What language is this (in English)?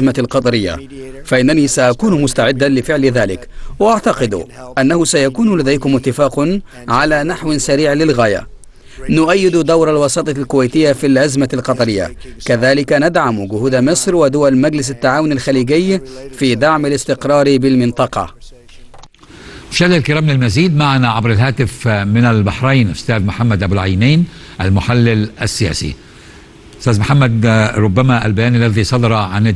Arabic